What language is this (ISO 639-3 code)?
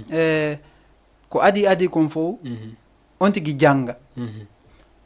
ful